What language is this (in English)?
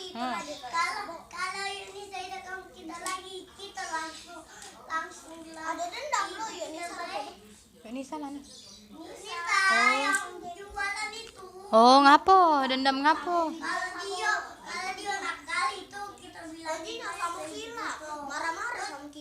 Musi